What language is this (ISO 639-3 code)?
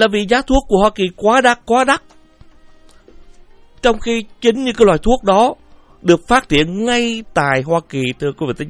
vie